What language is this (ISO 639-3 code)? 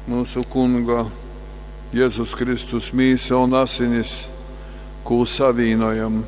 ltg